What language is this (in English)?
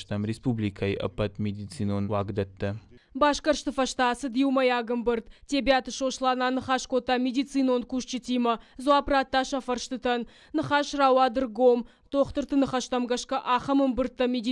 Ossetic